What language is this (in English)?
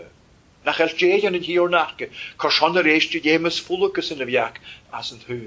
Welsh